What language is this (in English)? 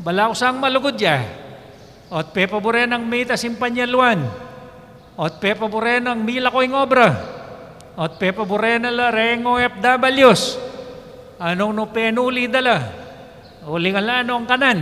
Pampanga